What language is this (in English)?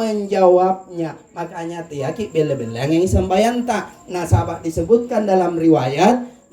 Makasar